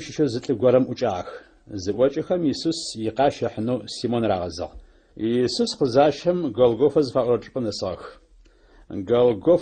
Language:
Adyghe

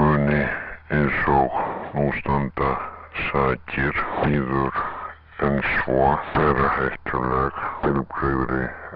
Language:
Icelandic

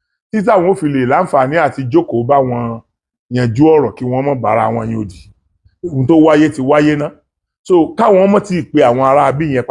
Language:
Yoruba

